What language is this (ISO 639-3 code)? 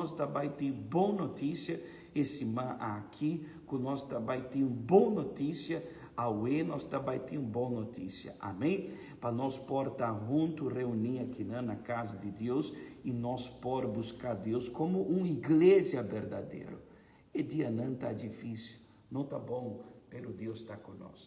pap